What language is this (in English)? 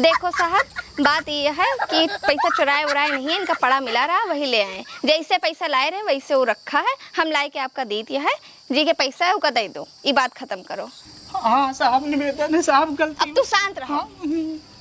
Awadhi